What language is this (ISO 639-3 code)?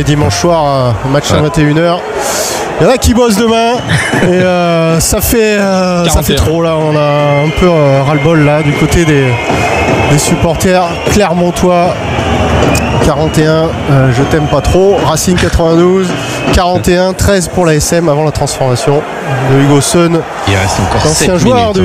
fra